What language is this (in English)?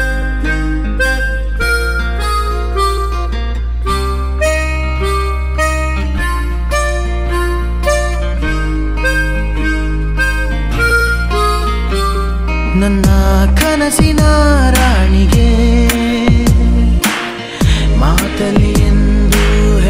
Kannada